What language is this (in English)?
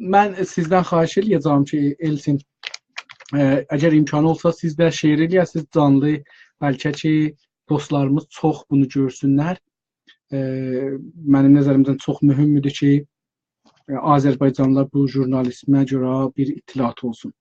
South Azerbaijani